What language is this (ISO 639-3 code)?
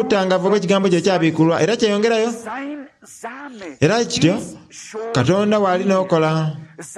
xog